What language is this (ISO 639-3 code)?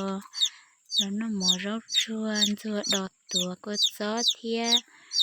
hmn